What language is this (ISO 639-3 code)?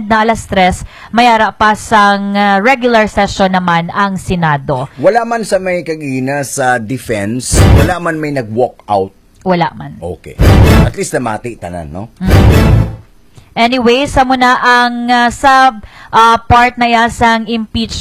hil